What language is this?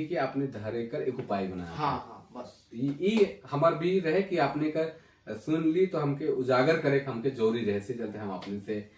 Sadri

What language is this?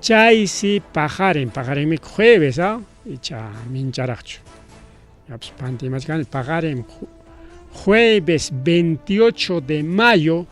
Ayacucho Quechua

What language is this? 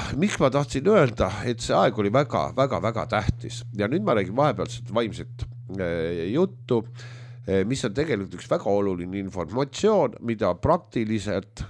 Estonian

